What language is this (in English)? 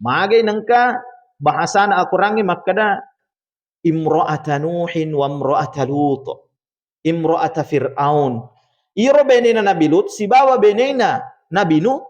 Buginese